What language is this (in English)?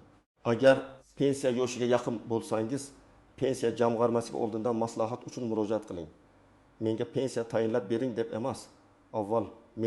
Uzbek